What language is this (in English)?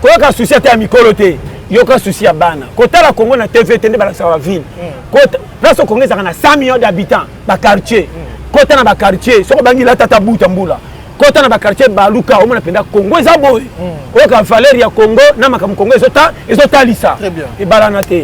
Lingala